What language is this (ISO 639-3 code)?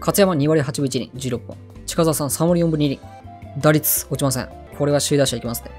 jpn